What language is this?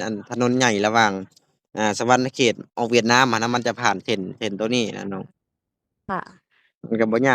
Lao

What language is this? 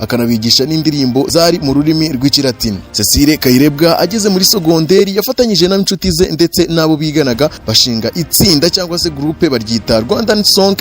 Kinyarwanda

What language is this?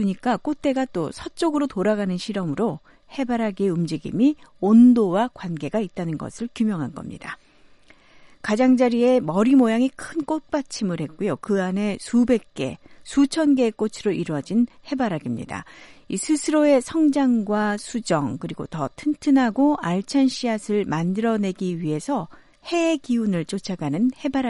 Korean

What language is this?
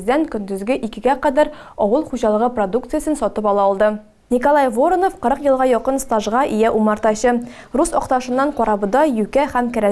Tatar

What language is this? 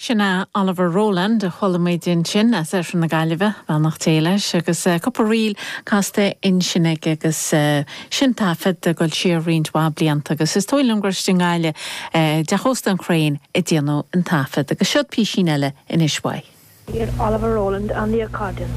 Irish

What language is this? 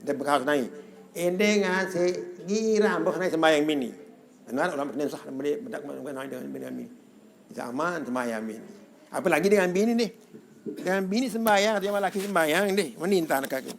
Sasak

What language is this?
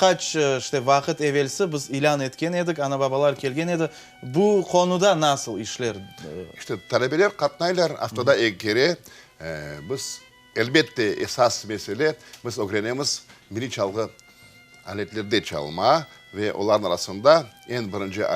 Crimean Tatar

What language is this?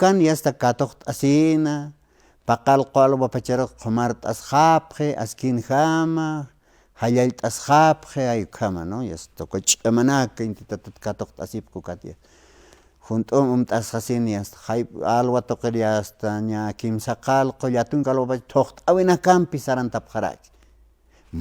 Aymara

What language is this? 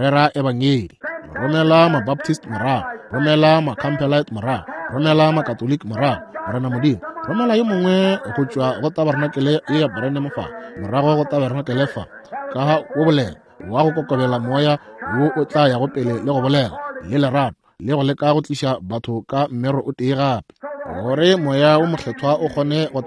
Northern Sotho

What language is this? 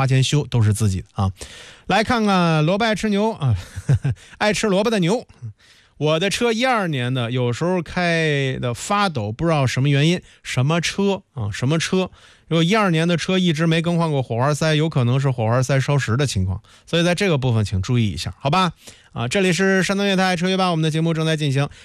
Chinese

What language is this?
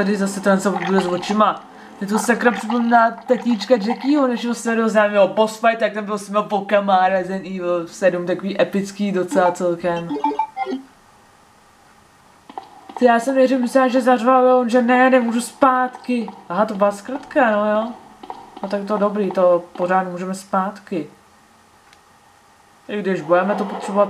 Czech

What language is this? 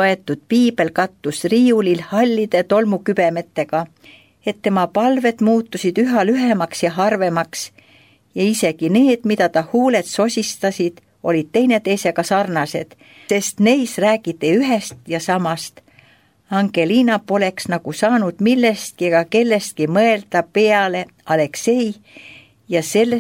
Estonian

